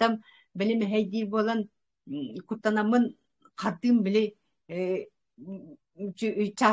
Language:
Yakut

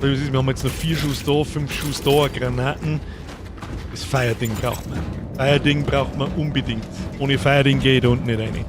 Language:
Bavarian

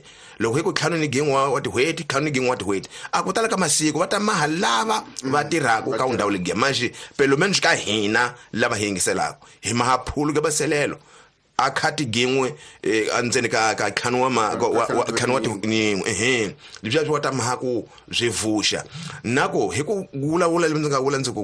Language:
Tsonga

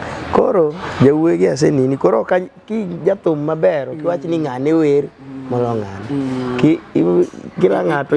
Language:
Luo (Kenya and Tanzania)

